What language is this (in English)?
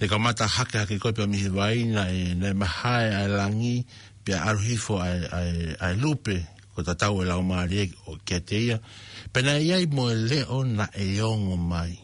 Tongan